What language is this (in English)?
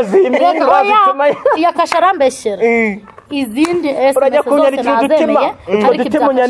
Kinyarwanda